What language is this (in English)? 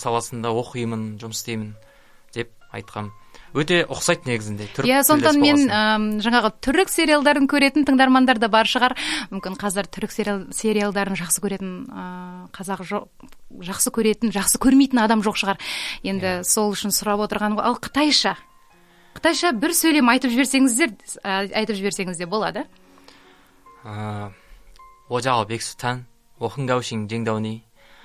Kazakh